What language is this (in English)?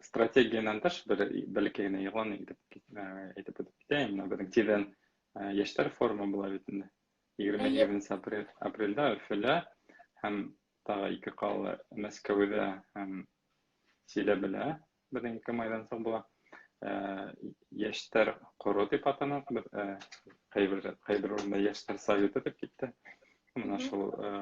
Bashkir